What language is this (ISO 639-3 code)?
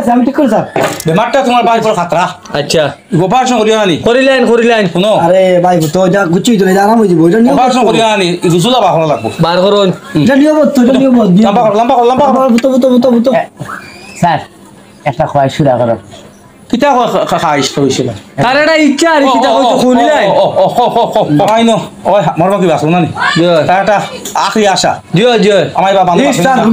syl